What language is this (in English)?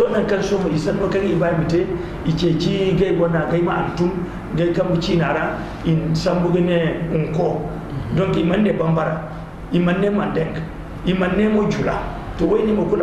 Zarma